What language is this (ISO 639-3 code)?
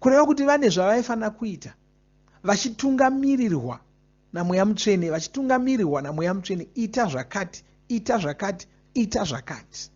sna